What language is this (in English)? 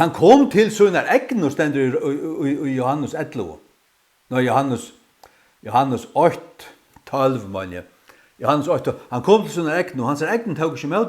Faroese